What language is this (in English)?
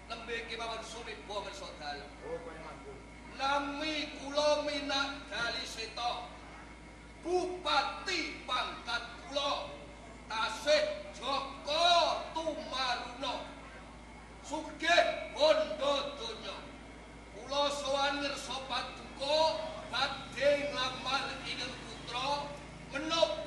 Javanese